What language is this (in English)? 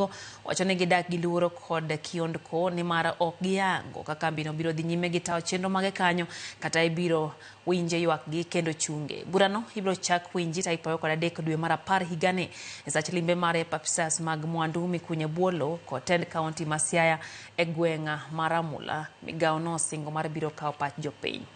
Luo (Kenya and Tanzania)